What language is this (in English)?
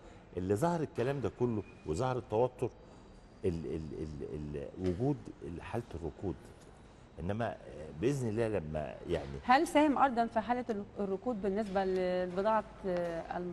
Egyptian Arabic